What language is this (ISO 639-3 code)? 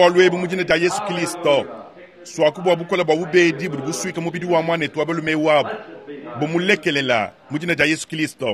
lua